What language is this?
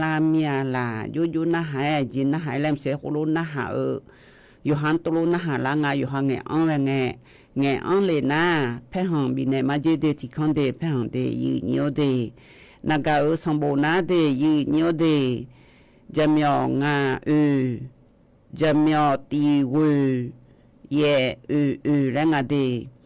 Akha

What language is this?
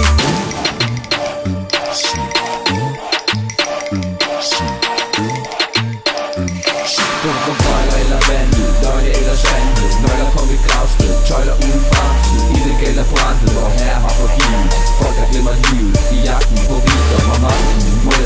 Danish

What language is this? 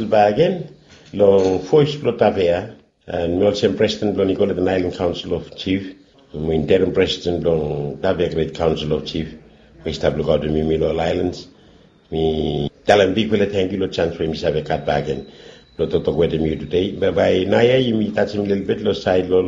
Bislama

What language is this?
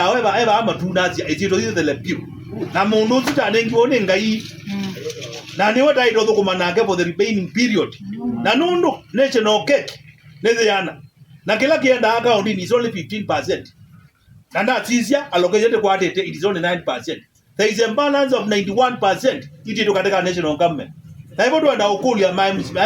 Kamba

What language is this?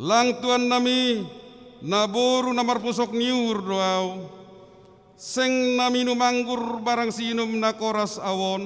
Batak Simalungun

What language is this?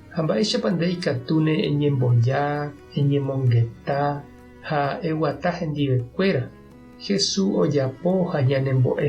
Guarani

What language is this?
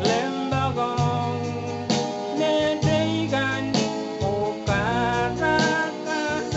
Pohnpeian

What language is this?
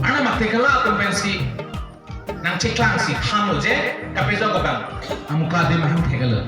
Karbi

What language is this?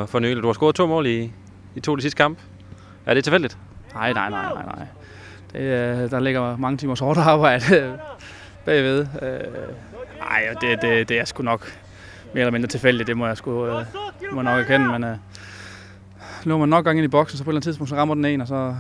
Danish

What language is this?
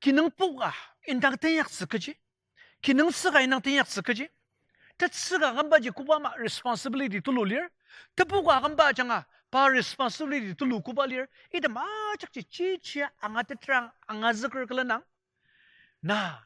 Ao Naga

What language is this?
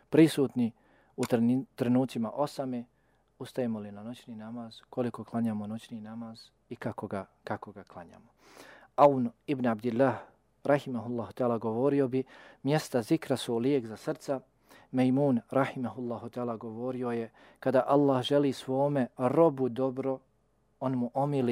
Bosnian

